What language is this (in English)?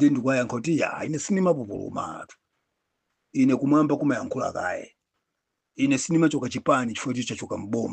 Nyanja